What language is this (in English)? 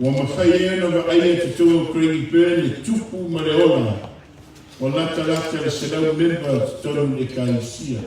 Samoan